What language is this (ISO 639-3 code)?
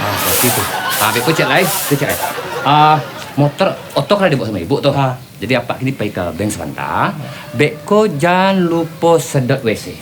min